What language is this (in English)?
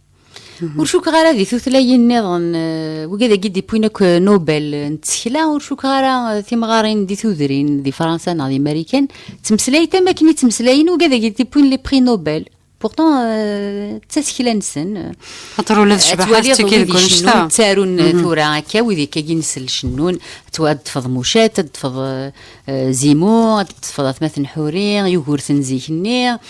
Kabyle